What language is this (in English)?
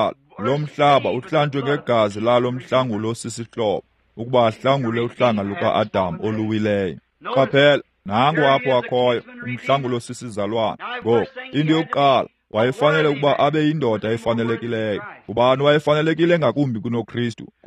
Xhosa